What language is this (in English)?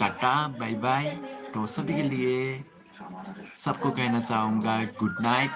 Dimasa